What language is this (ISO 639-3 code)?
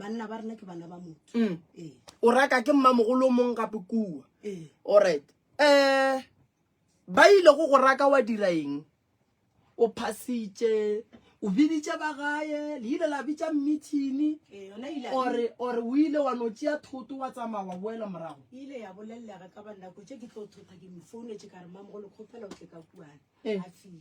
nso